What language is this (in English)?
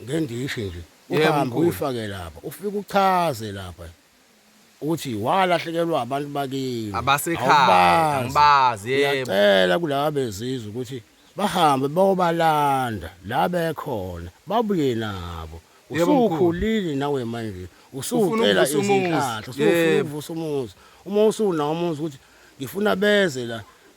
Zulu